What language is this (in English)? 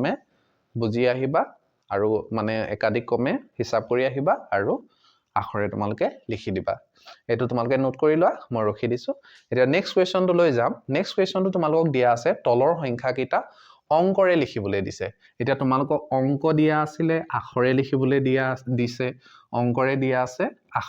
Assamese